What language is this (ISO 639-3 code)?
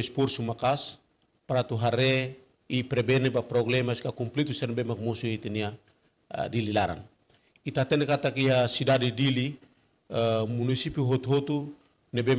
tet